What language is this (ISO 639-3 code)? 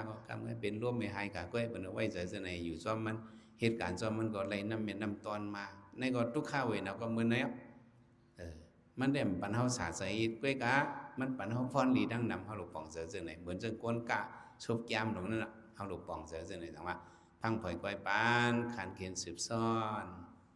shn